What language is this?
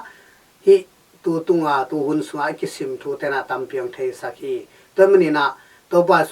Tedim Chin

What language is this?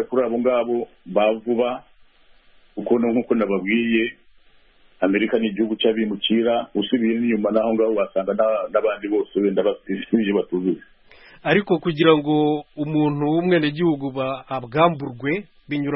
Kinyarwanda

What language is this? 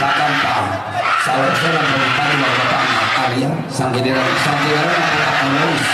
Toraja-Sa'dan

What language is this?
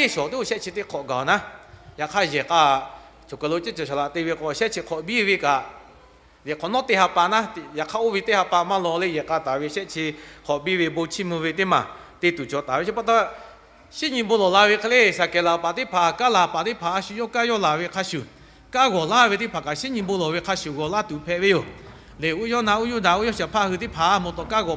Lahu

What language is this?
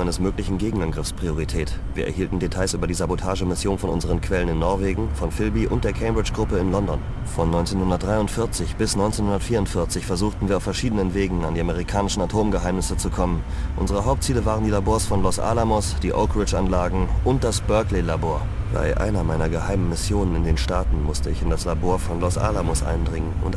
Bavarian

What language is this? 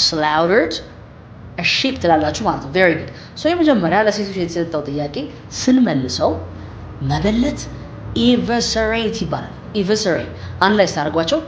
Amharic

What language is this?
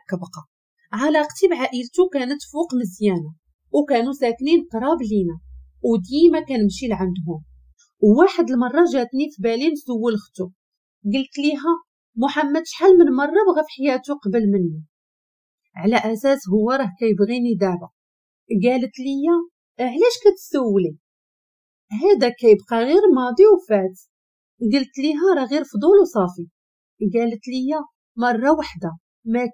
Moroccan Arabic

